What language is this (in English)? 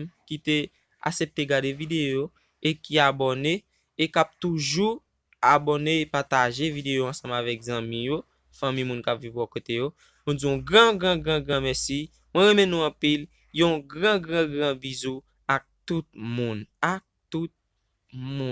Haitian Creole